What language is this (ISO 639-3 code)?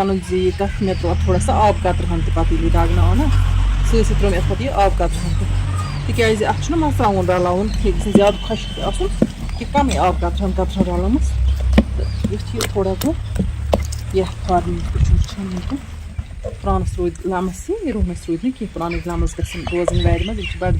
kas